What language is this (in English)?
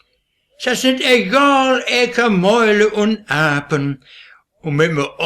Westphalien